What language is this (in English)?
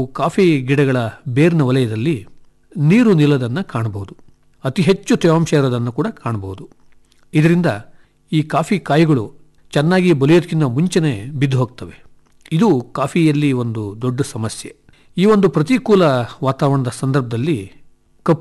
Kannada